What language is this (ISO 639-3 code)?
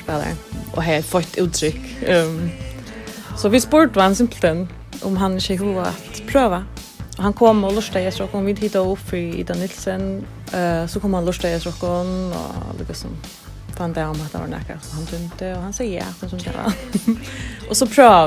fao